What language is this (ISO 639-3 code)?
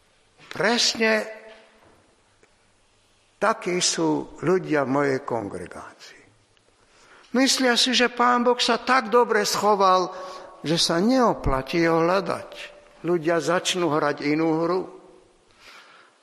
slk